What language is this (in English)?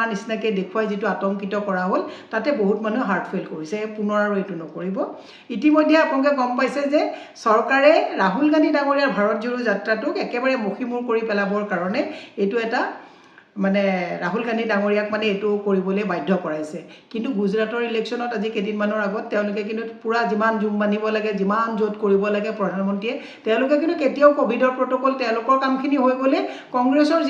Assamese